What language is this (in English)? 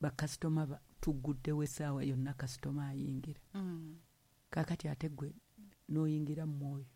Ganda